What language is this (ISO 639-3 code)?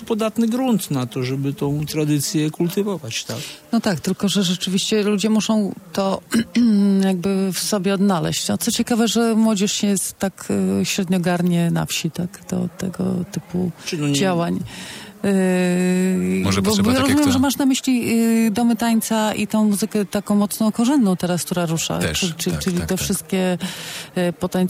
pol